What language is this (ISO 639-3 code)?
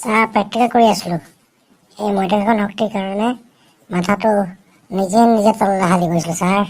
asm